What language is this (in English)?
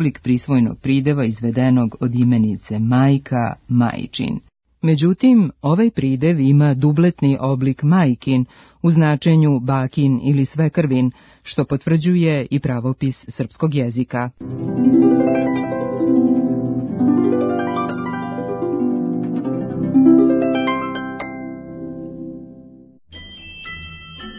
Serbian